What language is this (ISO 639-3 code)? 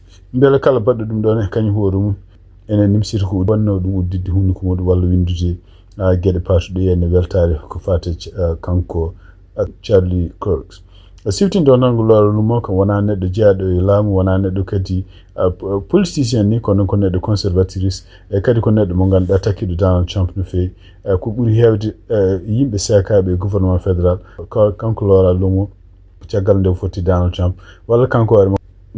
ful